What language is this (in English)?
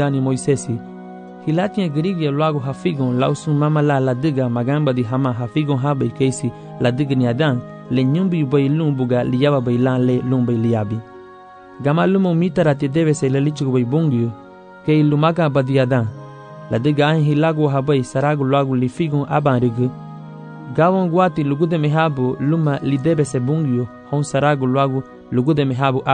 Garifuna